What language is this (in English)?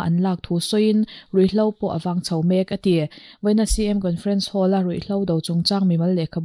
Mizo